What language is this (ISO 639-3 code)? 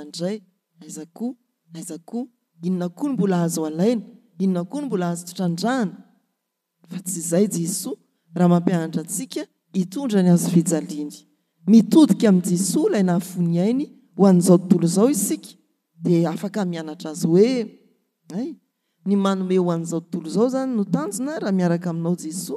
mlg